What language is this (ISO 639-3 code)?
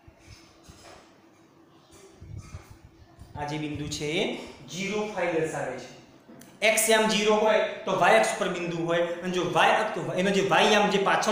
guj